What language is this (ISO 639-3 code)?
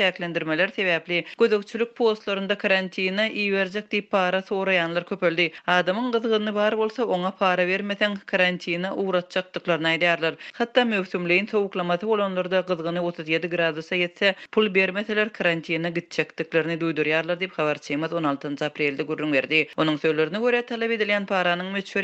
tuk